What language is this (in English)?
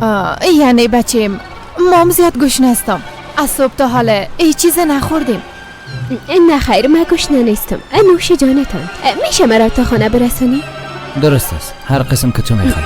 Persian